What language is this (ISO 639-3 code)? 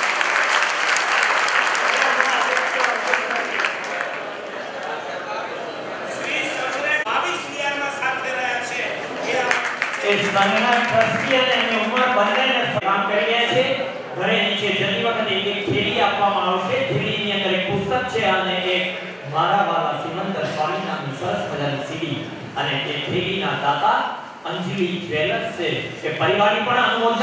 guj